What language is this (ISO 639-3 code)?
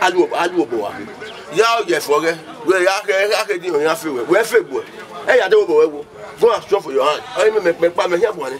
bin